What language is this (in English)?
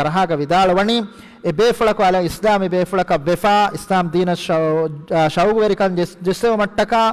Divehi